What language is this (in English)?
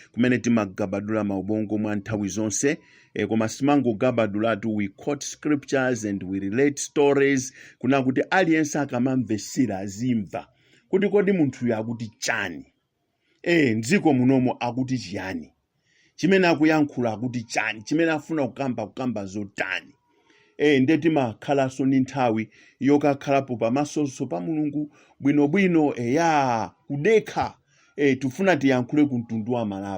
Nyanja